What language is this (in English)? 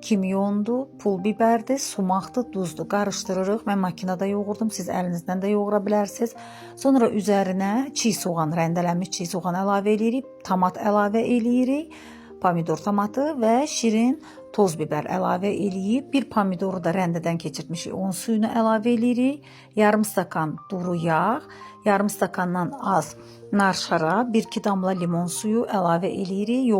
Azerbaijani